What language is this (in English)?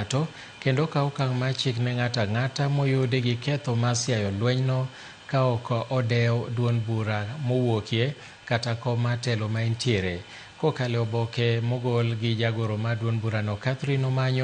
Luo (Kenya and Tanzania)